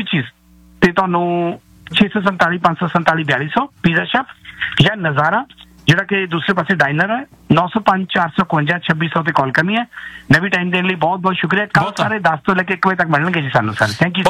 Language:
Punjabi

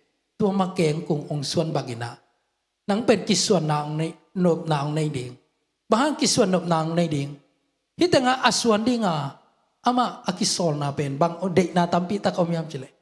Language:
Tedim Chin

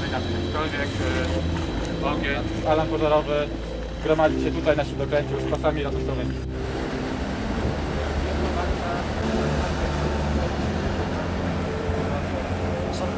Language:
Polish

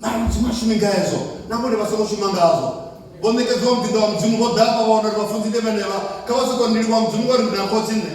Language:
Venda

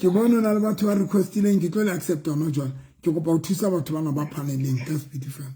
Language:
Southern Sotho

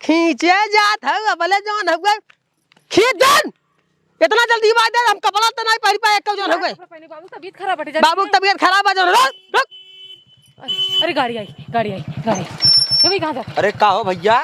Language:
Awadhi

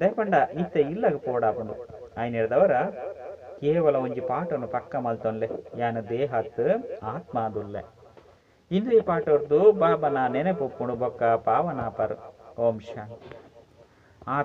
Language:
Tulu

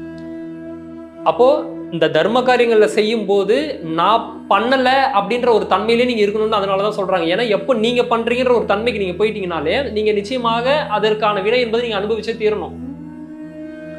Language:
Tamil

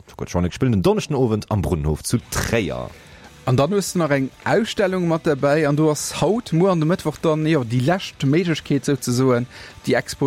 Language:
Luxembourgish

